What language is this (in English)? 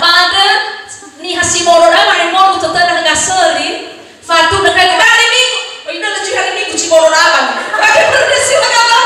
Nias